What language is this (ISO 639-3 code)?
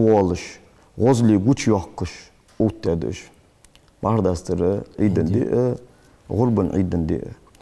inh